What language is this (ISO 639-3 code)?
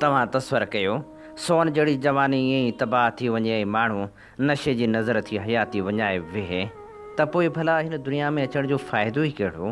snd